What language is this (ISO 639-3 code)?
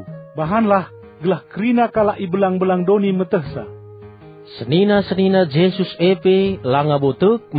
btx